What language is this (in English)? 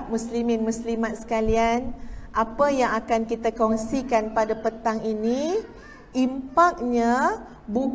Malay